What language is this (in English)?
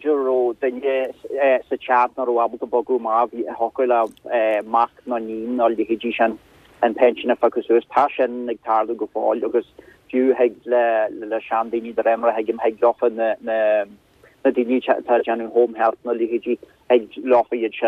Irish